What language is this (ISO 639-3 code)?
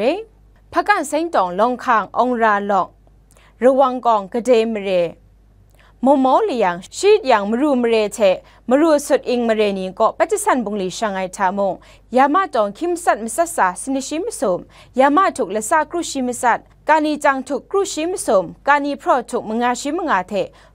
kac